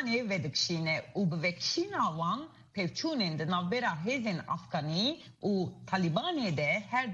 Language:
Kurdish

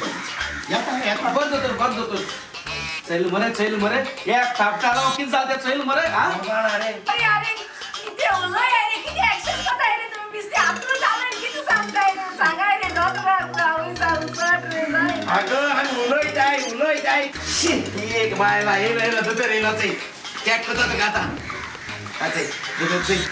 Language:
Konkani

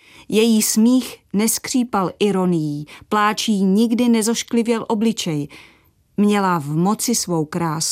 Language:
Czech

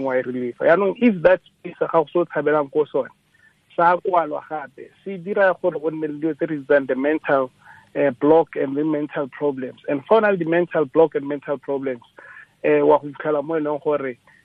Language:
Tswana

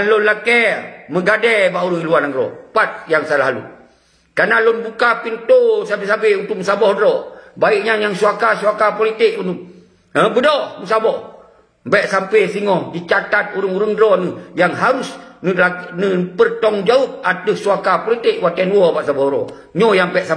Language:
Achinese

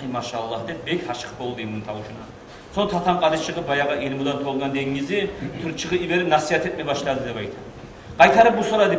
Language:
Kumyk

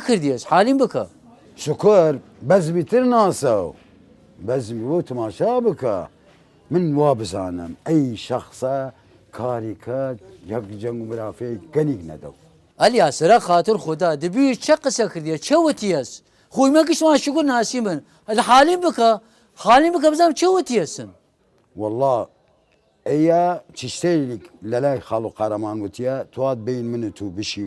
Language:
Southern Kurdish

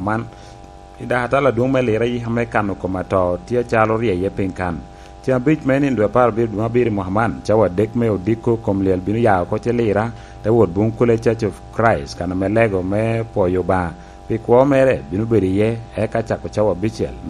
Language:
Lango (Uganda)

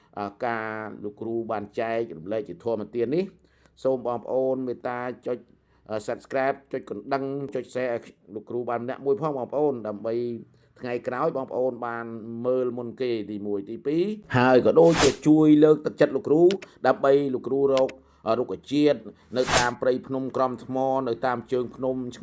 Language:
Khmer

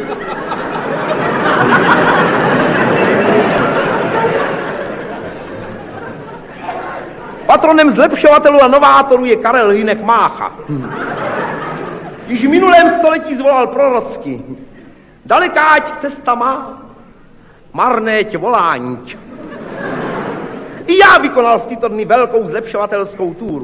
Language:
Czech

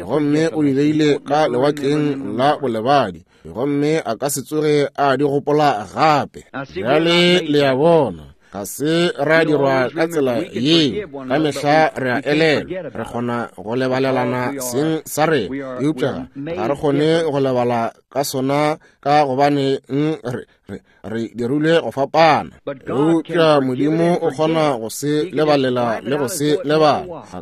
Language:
Northern Sotho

